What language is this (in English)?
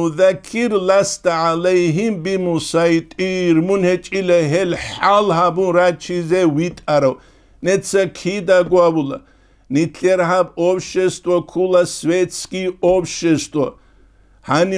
Avaric